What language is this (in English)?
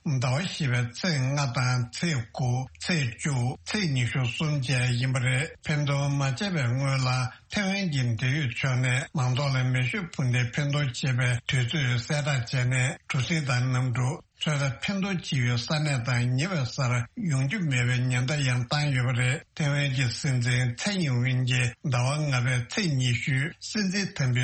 Tibetan